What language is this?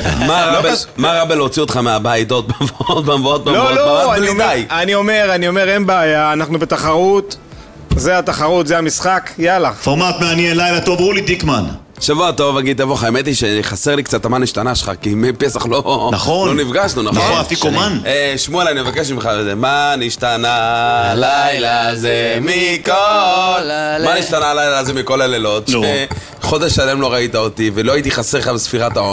Hebrew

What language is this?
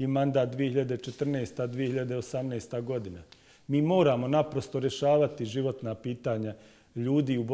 Bosnian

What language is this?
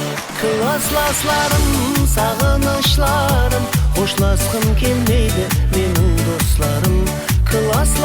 Kara-Kalpak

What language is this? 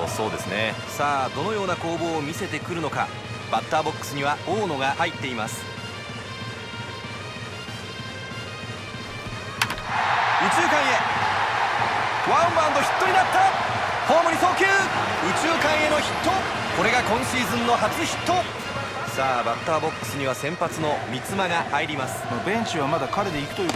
Japanese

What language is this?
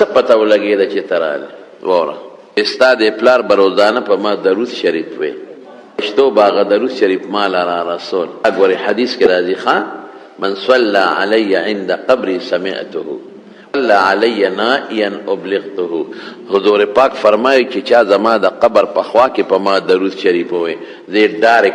Pashto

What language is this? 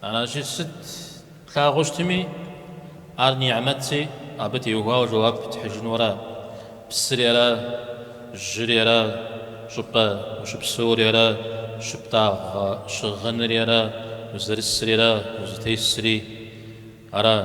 Kabardian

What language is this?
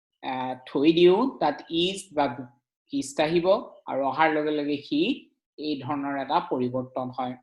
Assamese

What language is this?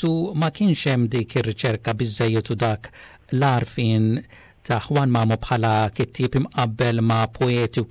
Maltese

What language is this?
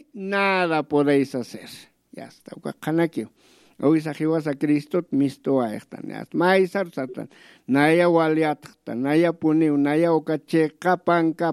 Aymara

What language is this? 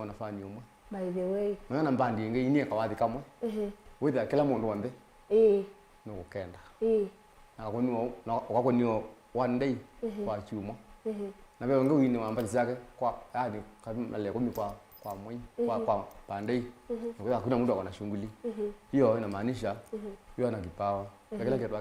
Kamba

